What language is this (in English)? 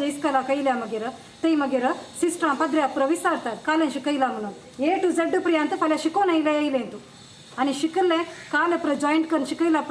Konkani